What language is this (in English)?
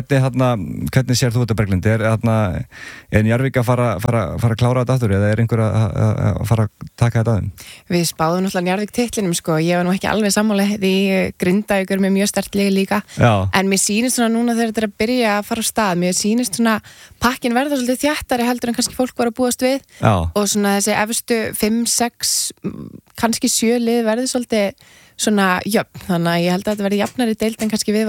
Icelandic